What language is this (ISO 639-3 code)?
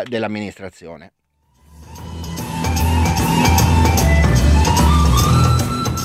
ita